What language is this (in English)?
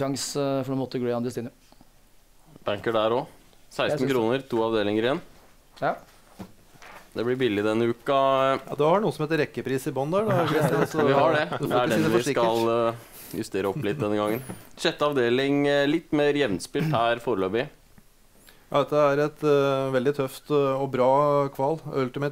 Norwegian